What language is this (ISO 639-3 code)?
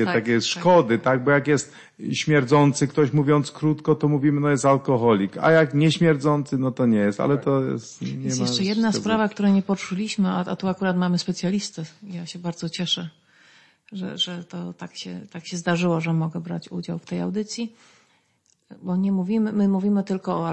pol